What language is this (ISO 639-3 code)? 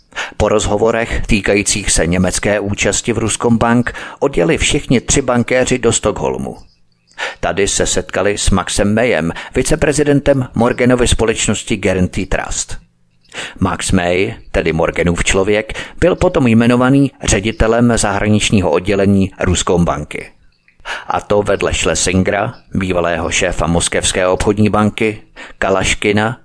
ces